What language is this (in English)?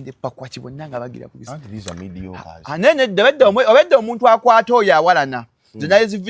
Ganda